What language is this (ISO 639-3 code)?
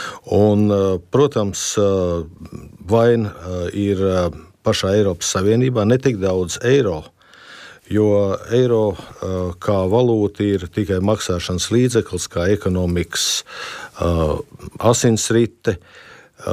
lav